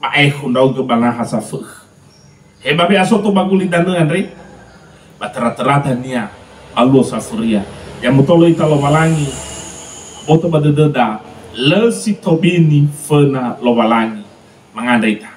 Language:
Nias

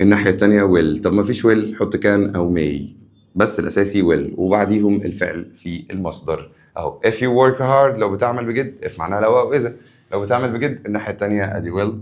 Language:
Egyptian Arabic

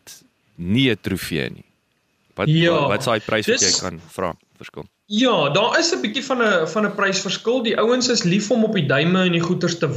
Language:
Afrikaans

